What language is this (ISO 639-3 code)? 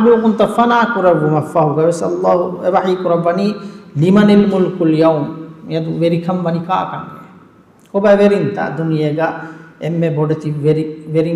div